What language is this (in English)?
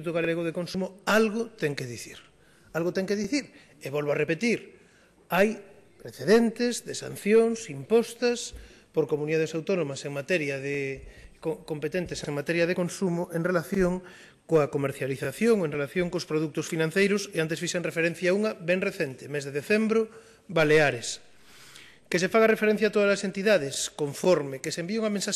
Galician